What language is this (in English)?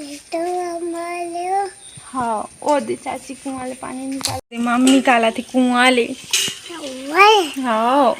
Chhattisgarhi